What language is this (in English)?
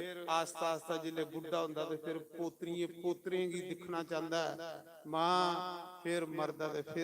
Dogri